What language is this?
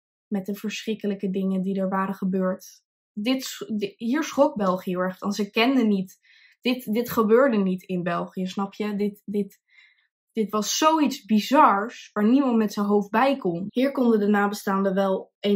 Dutch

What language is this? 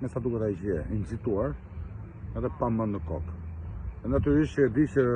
Albanian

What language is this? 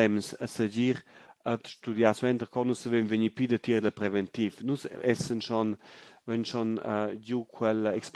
Romansh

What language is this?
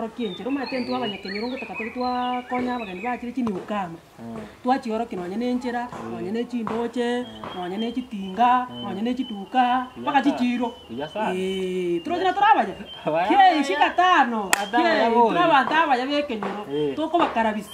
Gusii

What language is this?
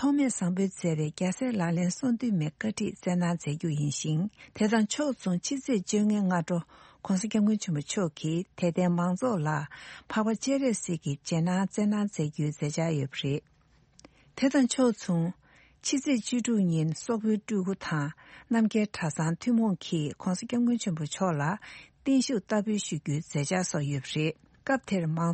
Tibetan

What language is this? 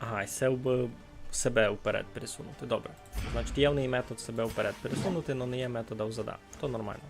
Rusyn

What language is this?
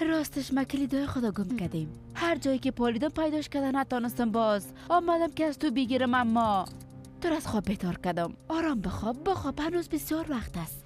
Persian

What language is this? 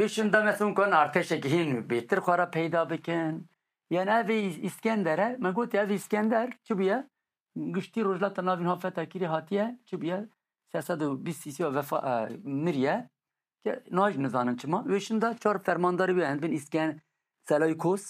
Kurdish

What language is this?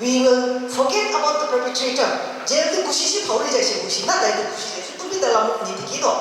Naga Pidgin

